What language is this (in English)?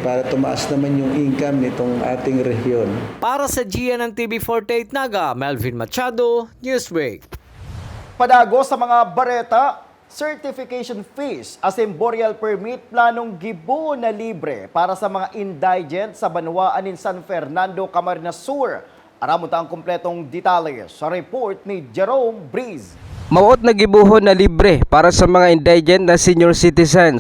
Bikol